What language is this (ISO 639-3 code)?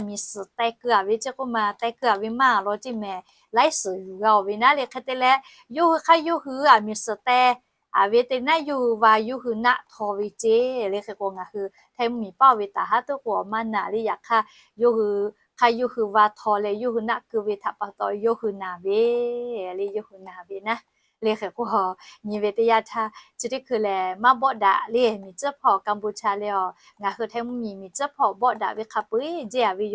lhu